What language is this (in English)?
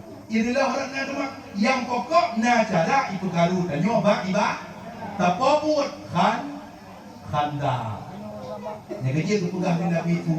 Achinese